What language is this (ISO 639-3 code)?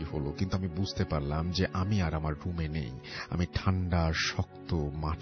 ben